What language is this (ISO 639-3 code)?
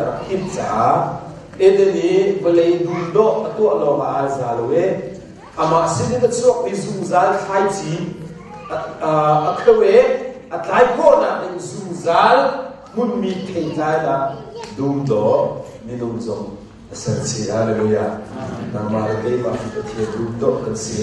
cnh